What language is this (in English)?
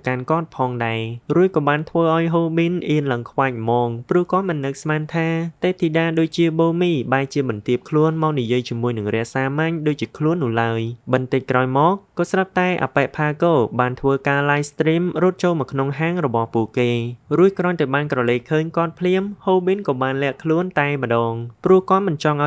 Khmer